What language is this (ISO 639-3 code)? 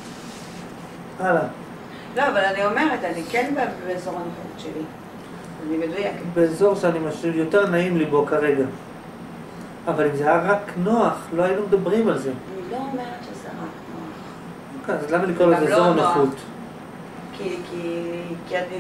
heb